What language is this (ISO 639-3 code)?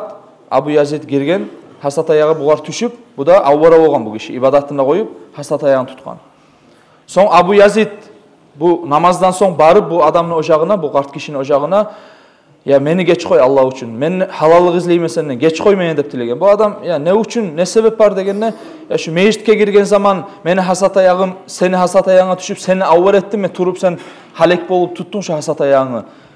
kum